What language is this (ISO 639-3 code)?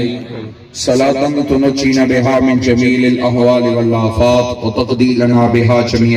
phr